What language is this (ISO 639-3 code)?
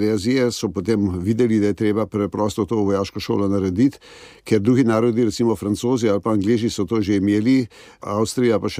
slv